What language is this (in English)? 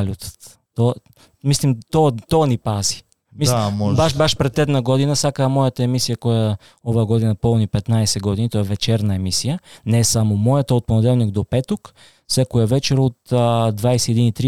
Macedonian